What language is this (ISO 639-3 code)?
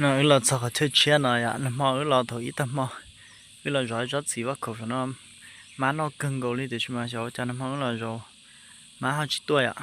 hmn